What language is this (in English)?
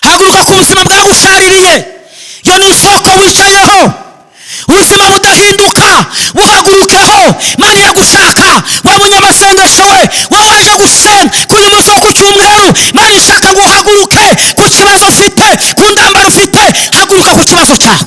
Kinyarwanda